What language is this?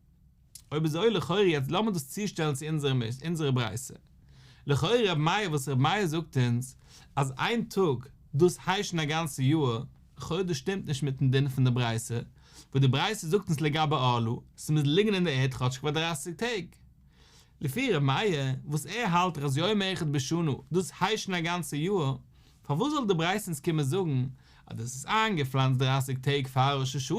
Yiddish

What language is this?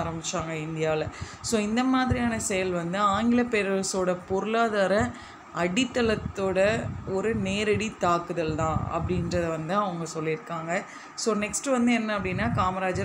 Tamil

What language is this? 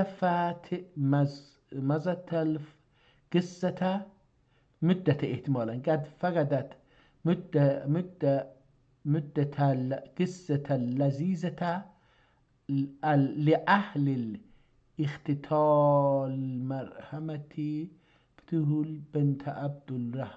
South Azerbaijani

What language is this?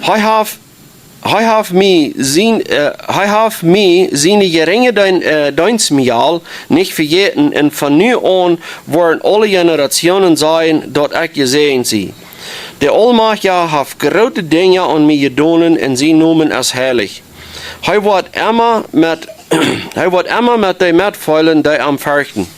Plautdietsch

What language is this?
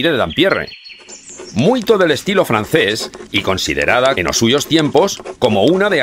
Aragonese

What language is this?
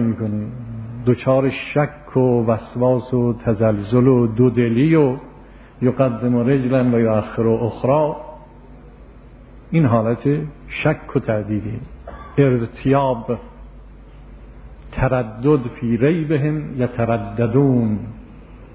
Persian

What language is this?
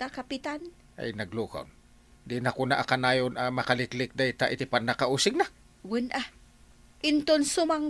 Iloko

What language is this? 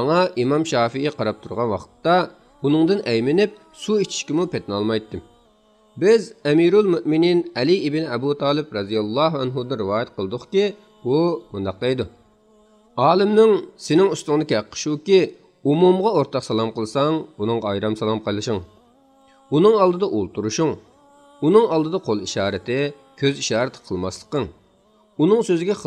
Uyghur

